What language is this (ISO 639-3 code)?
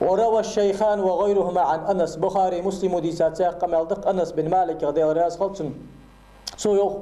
inh